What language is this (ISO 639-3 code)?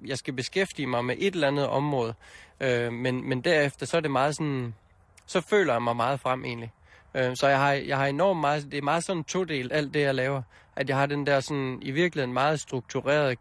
dan